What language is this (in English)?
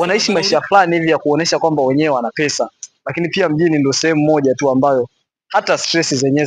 Swahili